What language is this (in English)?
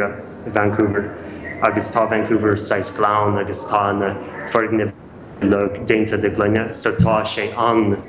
Irish